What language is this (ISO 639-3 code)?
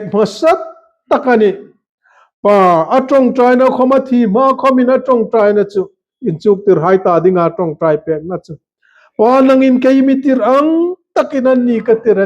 hmr